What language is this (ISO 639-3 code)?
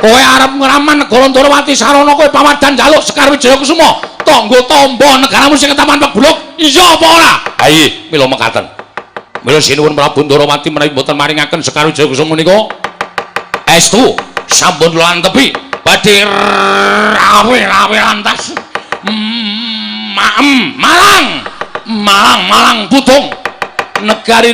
jav